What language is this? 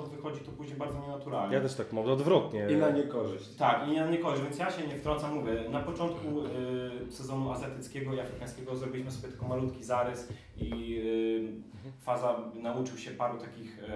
Polish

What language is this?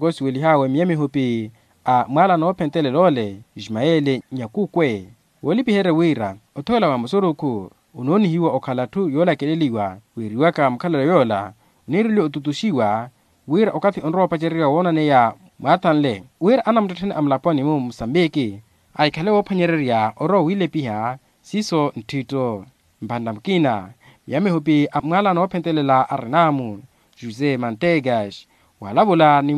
Makhuwa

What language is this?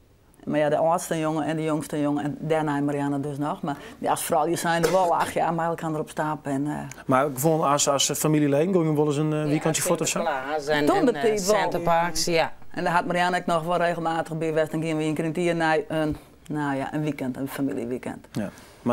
Western Frisian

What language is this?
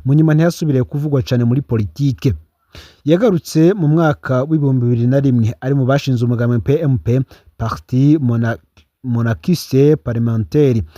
Rundi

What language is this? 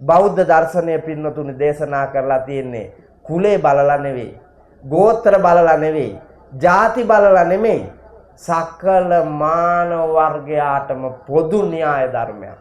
Sinhala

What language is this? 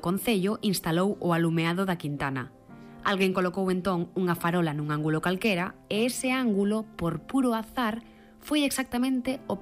Galician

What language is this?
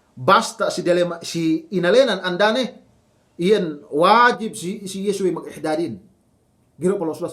Yakan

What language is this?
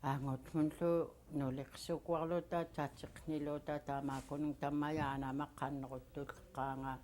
Central Yupik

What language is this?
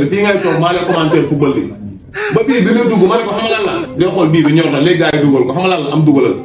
Wolof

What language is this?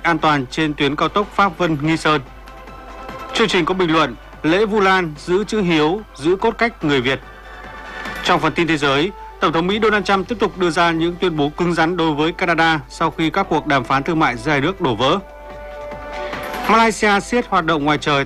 Vietnamese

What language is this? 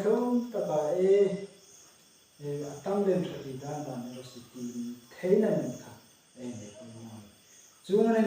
Hmar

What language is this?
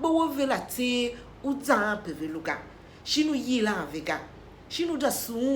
Tiv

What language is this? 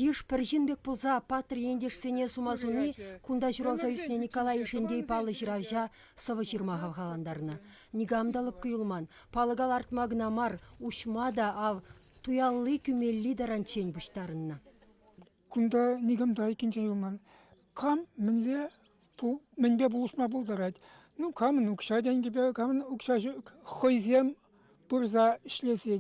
Chuvash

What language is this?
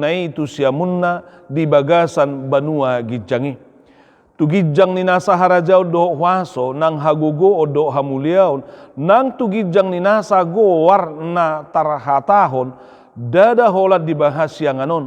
Batak Toba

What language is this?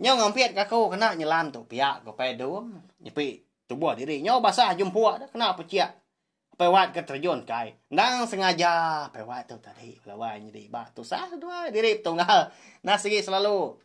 Iban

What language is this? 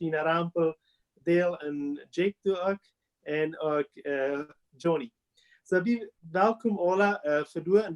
Plautdietsch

